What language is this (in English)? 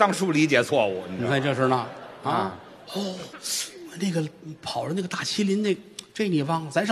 Chinese